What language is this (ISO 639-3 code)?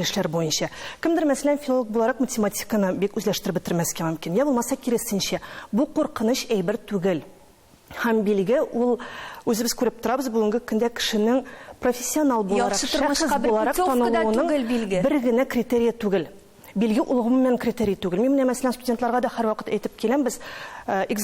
tat